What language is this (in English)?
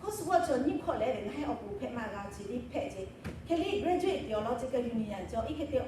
Lahu